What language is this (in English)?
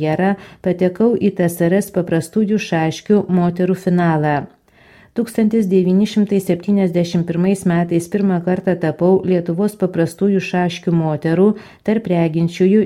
Lithuanian